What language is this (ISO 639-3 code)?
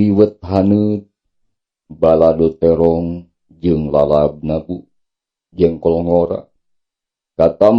sun